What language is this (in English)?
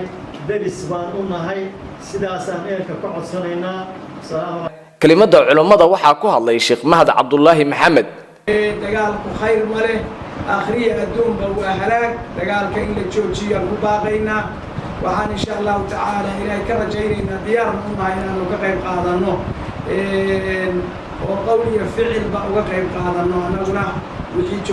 Somali